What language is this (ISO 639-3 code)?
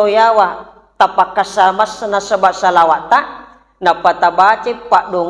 bug